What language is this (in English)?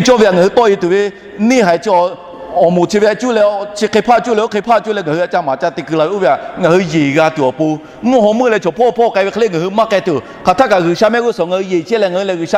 Lahu